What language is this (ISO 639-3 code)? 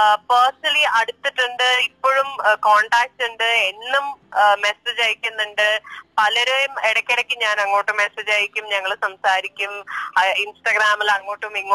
mal